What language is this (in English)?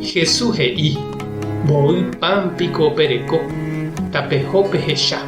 Guarani